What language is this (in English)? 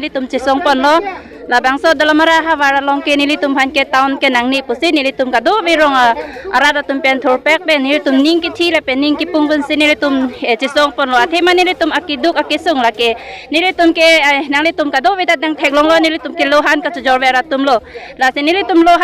Karbi